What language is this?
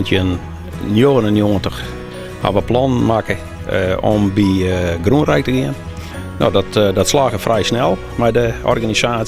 Western Frisian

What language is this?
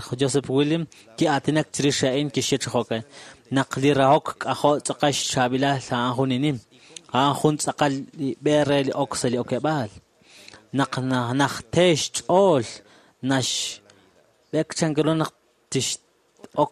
Kekchí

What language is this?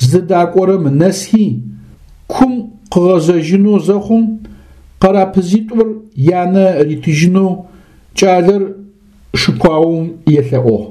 Adyghe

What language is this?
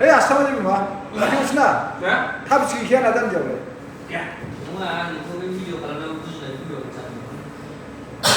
Bodo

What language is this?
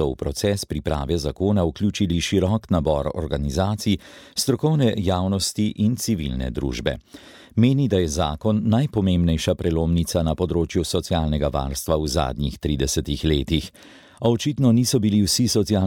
Slovenian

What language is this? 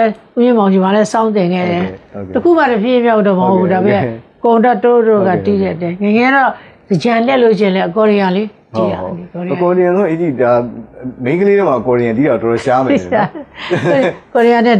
Burmese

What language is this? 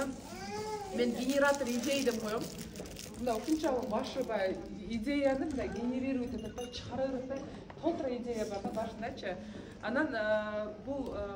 Kyrgyz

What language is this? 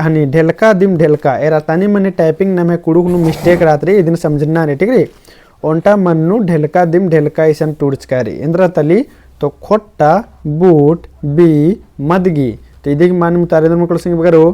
Kurukh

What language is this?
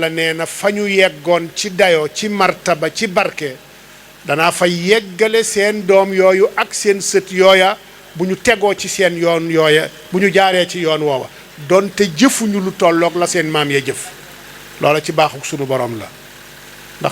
Wolof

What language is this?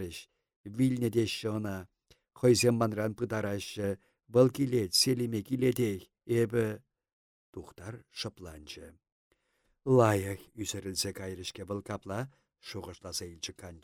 Chuvash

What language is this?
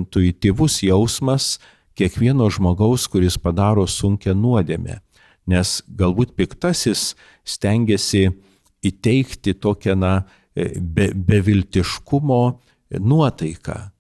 Lithuanian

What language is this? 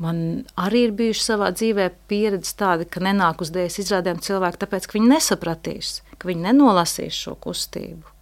Latvian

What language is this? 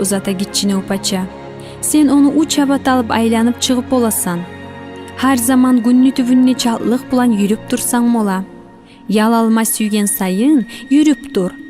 Kumyk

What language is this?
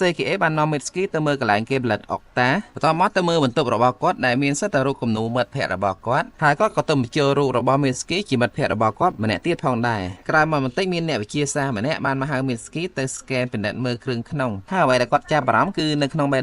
Khmer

